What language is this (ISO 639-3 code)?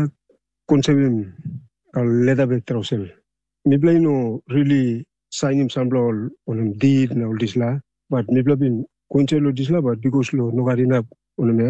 tpi